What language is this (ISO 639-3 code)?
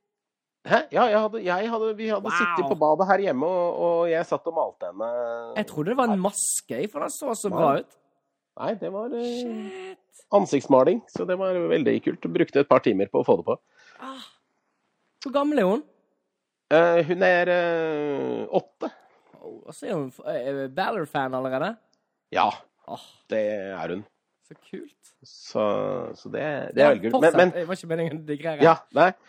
nor